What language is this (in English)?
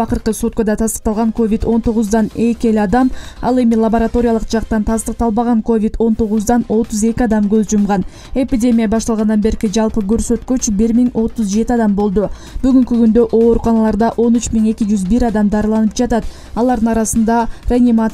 Kyrgyz